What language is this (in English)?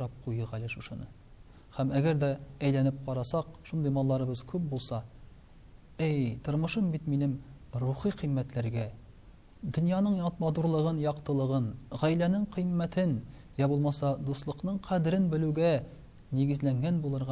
Tatar